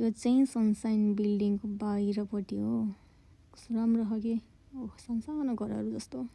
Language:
Nepali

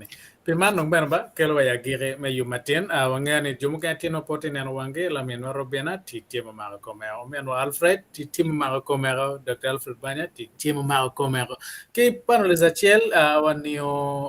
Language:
Acoli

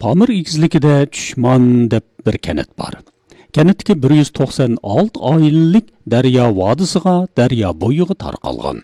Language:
Uyghur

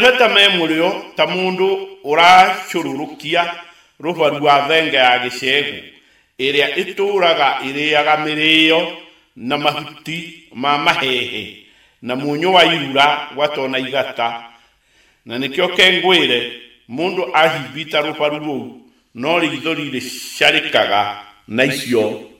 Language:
Kikuyu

